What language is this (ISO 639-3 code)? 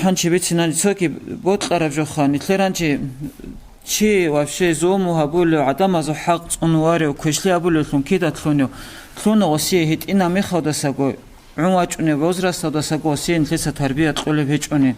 ava